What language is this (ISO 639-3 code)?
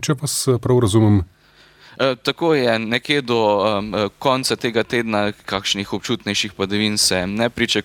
slv